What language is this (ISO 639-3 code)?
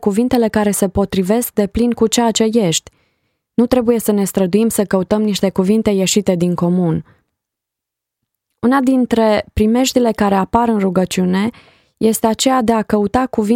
ron